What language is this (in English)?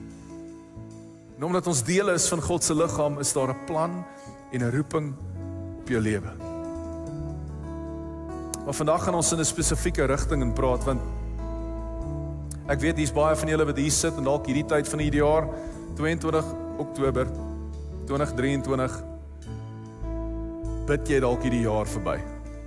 Afrikaans